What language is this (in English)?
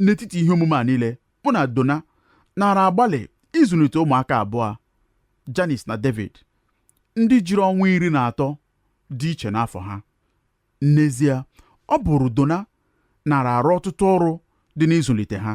Igbo